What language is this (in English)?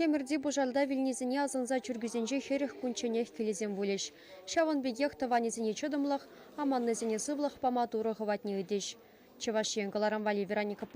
Chuvash